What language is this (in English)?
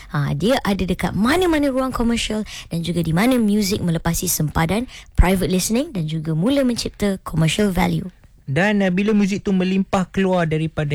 Malay